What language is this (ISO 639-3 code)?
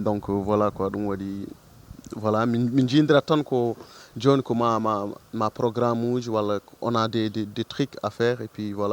ful